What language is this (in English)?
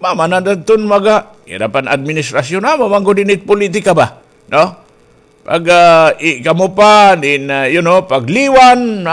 Waray